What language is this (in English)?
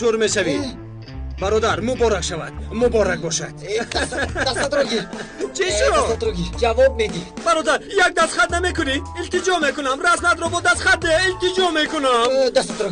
Tajik